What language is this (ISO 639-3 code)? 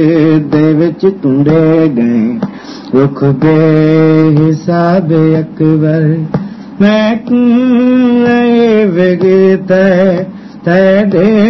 skr